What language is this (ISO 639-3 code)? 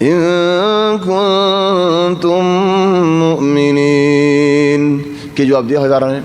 rhg